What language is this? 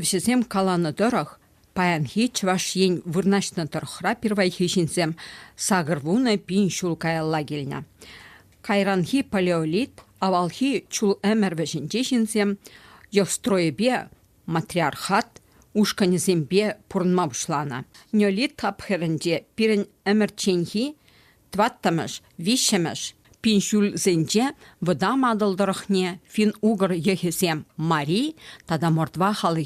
Chuvash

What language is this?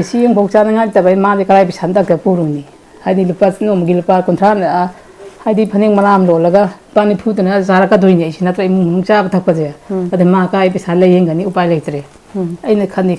Manipuri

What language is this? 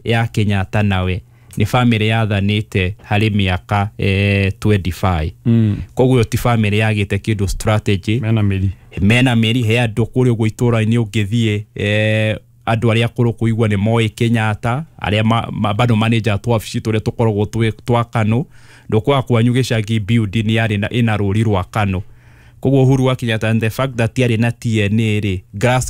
Kikuyu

